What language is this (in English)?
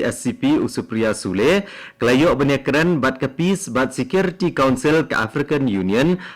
Khasi